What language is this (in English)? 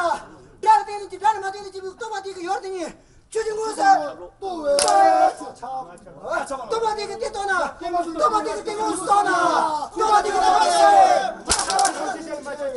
Tibetan